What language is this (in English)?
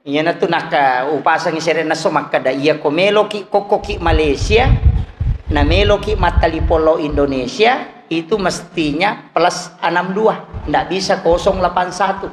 Buginese